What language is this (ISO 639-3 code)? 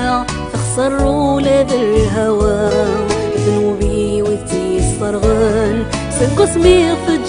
kab